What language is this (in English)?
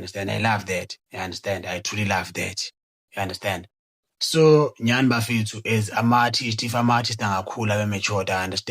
Zulu